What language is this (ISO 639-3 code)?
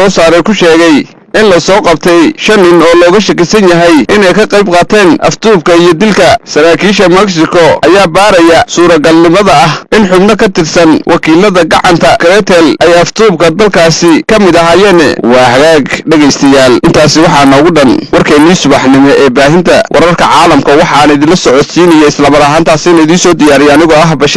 som